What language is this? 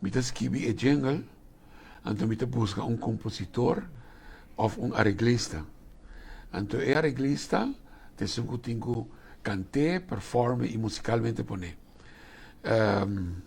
Papiamento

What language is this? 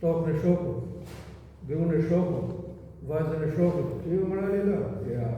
Albanian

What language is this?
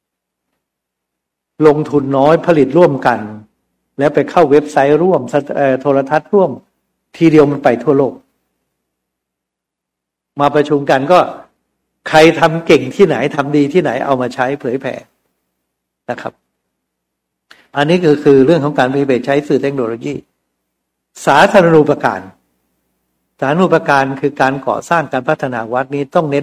Thai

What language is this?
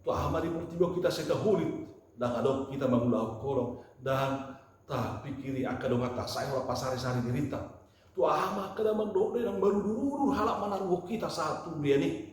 Batak Toba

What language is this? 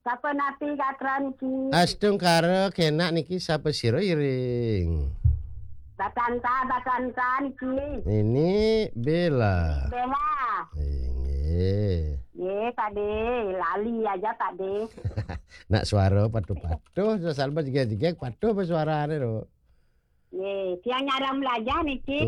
Balinese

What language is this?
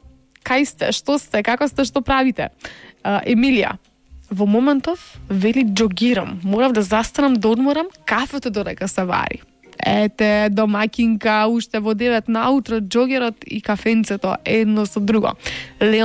Macedonian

